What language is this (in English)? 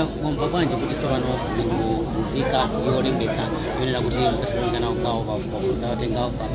Nyanja